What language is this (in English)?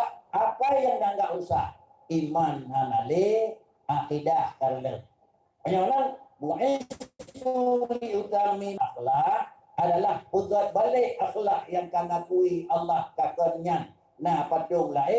Achinese